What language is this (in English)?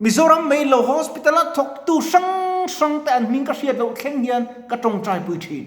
Mizo